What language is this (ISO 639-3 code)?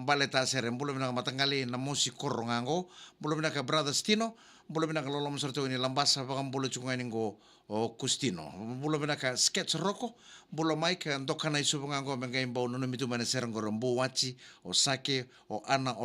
fij